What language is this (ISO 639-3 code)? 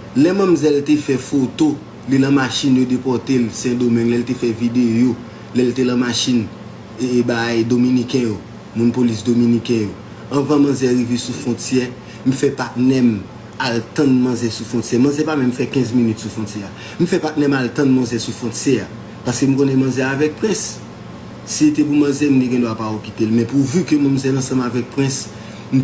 hat